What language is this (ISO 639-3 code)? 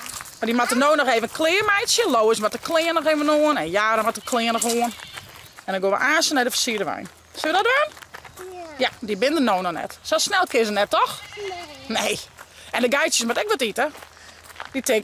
fry